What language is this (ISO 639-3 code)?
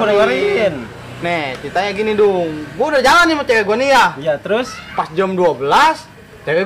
bew